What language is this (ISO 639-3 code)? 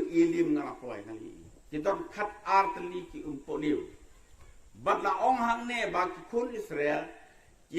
kha